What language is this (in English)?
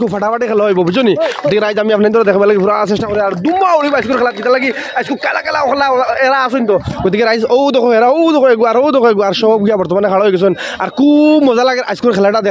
Sylheti